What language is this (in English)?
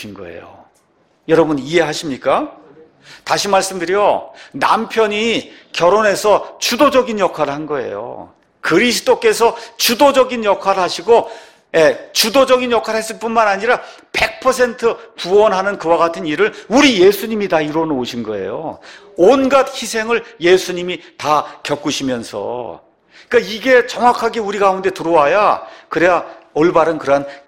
Korean